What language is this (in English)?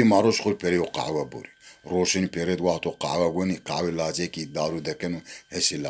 Zaza